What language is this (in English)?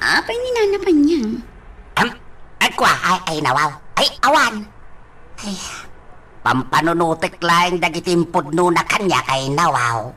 Iloko